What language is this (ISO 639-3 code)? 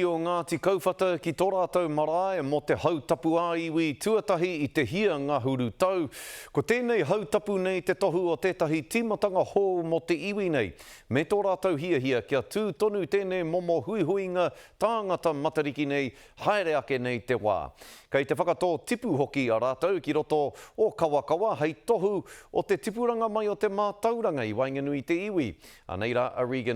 mri